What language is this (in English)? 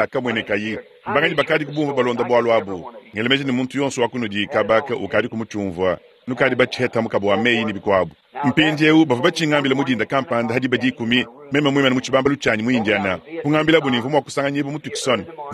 Luba-Lulua